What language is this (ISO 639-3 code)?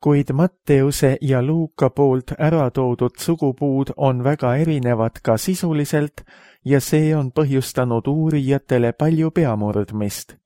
est